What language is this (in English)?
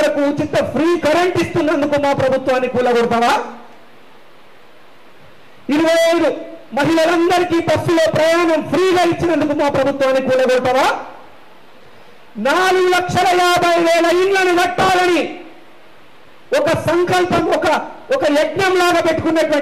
Telugu